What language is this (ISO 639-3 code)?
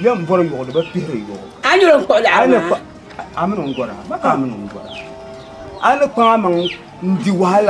dag